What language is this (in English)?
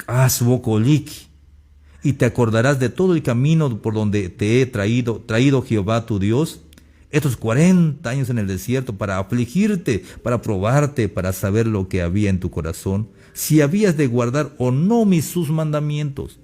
Tzeltal